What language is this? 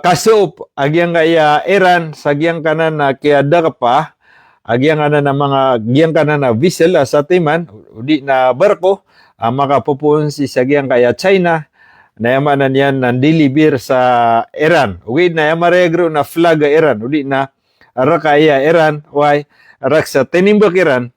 Maranao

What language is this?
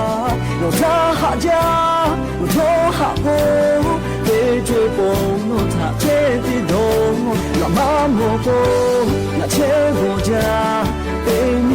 Lahu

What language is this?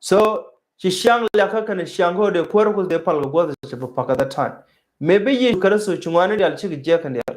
Nuer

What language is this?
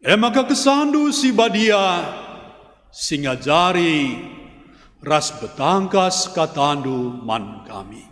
Batak Karo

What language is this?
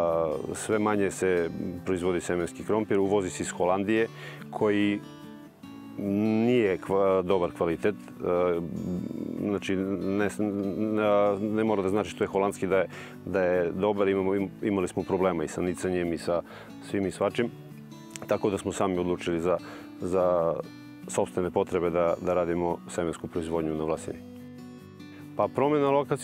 Serbian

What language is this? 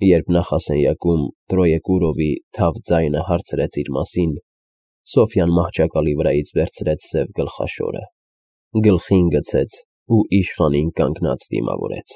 Armenian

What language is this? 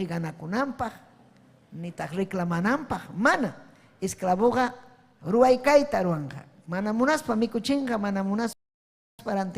Ayacucho Quechua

